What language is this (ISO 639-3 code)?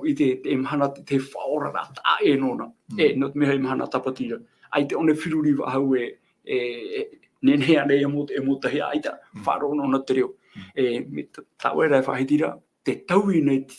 tah